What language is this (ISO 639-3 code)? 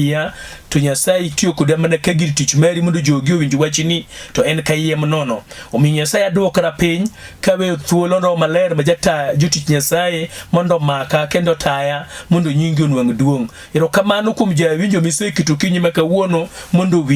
luo